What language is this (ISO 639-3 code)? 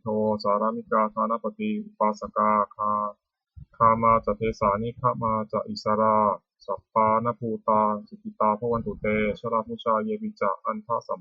pli